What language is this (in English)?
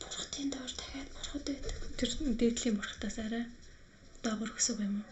Mongolian